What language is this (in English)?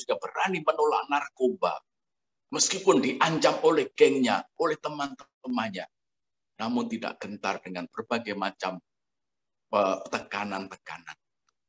Indonesian